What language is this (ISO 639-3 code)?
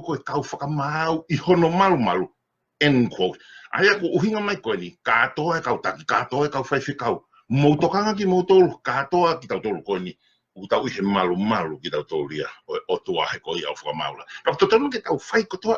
ton